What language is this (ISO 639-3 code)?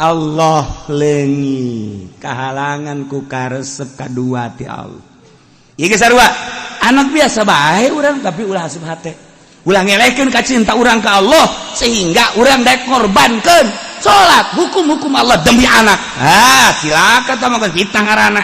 sun